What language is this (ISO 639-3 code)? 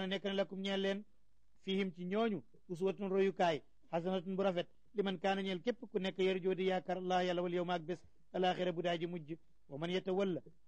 wol